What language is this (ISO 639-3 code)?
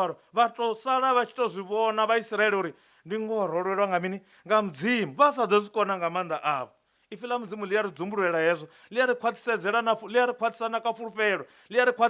ven